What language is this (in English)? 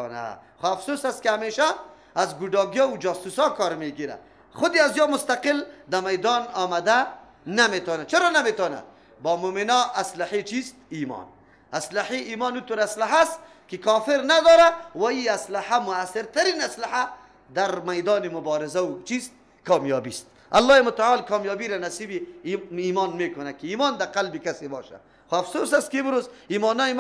Persian